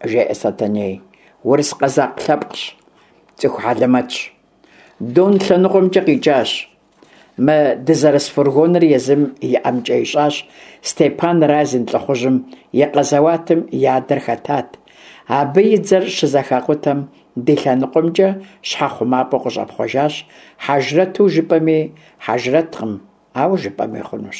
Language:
Kabardian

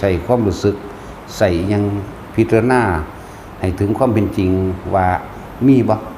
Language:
Northeastern Thai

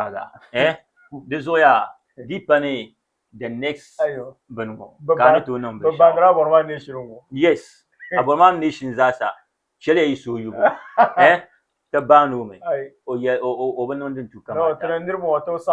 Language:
Dagbani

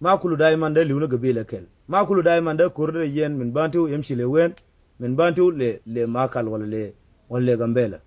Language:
Nuer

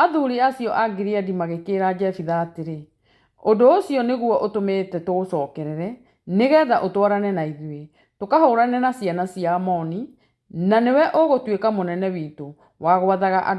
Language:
Kikuyu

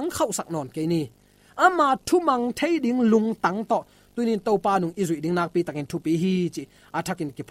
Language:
Tedim Chin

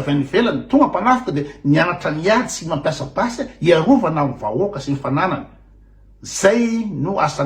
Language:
Malagasy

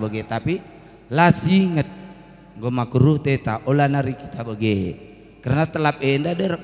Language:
Batak Karo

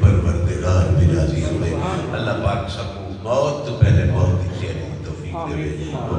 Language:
Saraiki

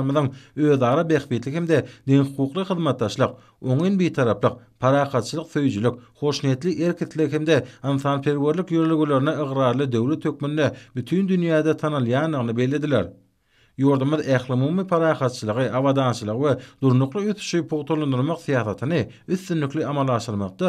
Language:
Turkmen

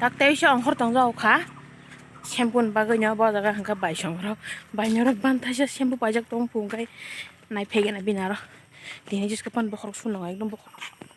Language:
Kok Borok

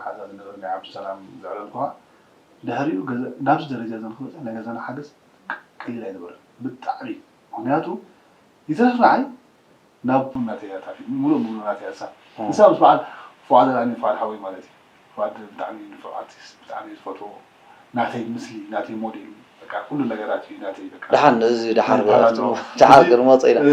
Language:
Tigrinya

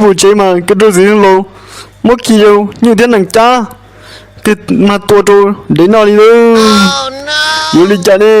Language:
Hmong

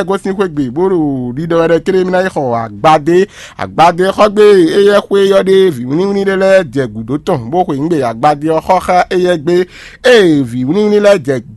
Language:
Fon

